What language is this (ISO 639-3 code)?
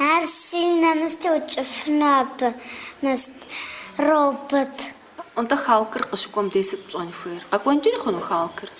kbd